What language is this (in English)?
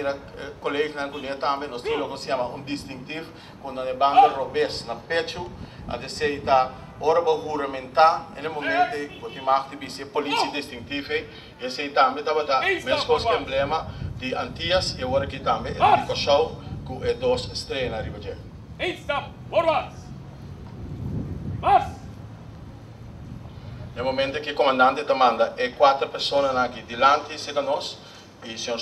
Papiamento